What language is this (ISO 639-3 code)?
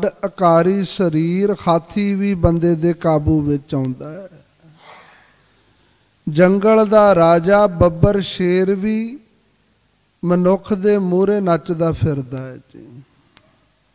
pan